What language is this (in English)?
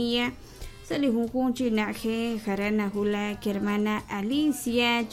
Kekchí